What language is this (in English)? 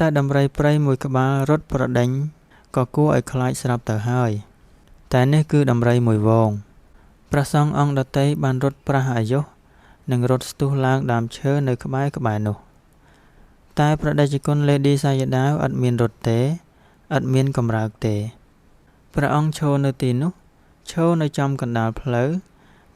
Khmer